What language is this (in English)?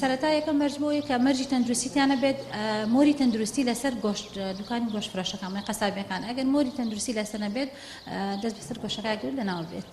Central Kurdish